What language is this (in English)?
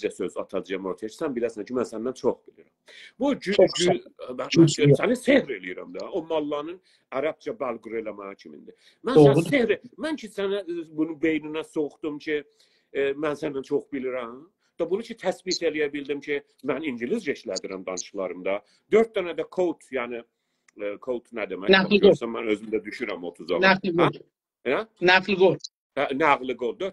South Azerbaijani